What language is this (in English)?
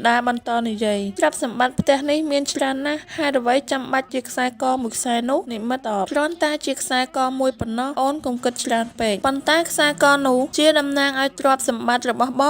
Khmer